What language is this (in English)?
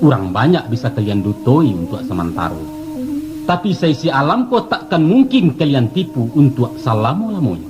Minangkabau